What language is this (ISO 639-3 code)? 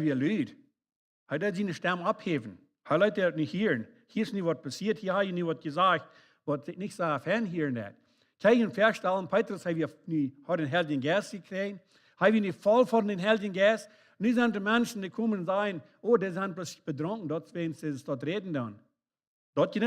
pdt